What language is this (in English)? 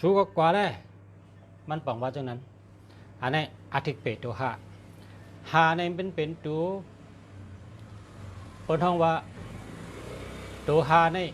Shan